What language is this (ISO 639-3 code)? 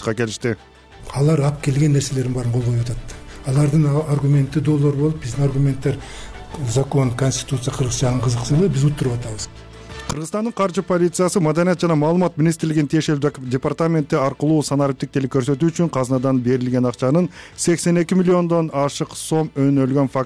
kir